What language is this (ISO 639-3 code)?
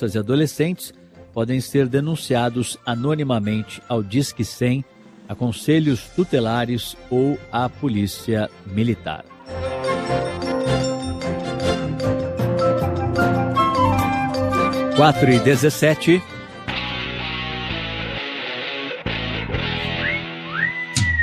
por